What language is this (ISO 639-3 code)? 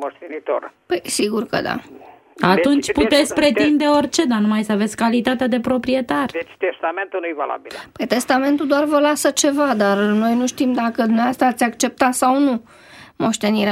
ron